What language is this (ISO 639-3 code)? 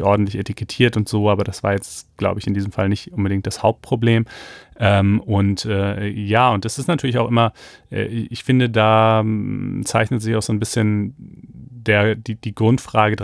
deu